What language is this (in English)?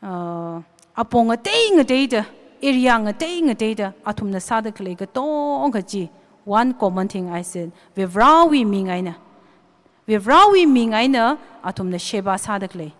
Tangkhul Naga (India)